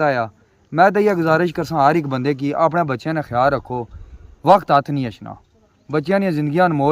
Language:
Pahari-Potwari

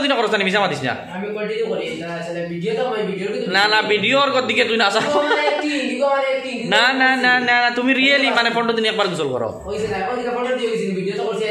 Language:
Sylheti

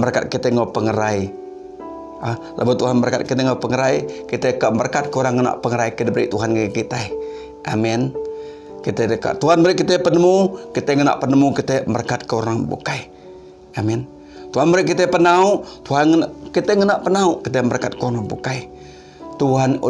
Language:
Iban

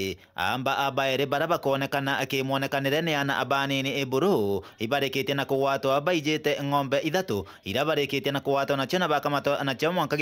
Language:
Meru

